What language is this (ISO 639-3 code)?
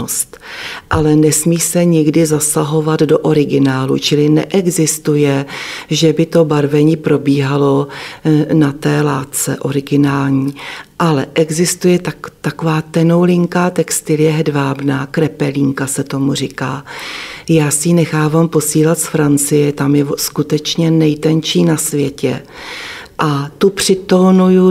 ces